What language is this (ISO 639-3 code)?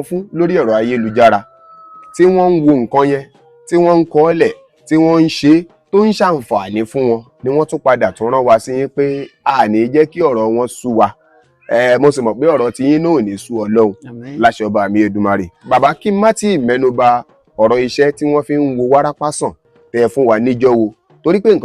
yor